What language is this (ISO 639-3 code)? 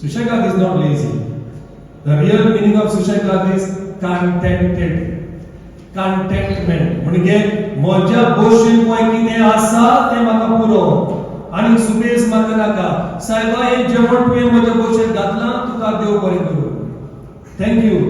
kok